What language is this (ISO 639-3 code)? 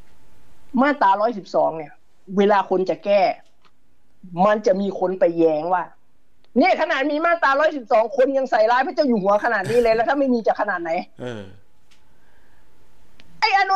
tha